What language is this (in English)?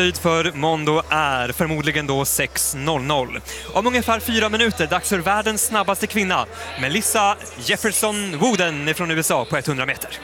Swedish